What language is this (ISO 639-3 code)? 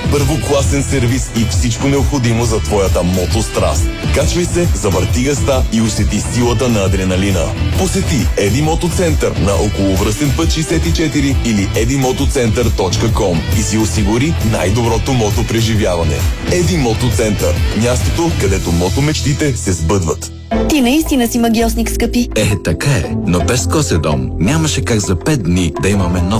bul